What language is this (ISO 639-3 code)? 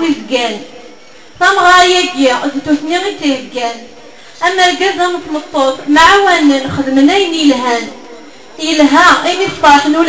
kab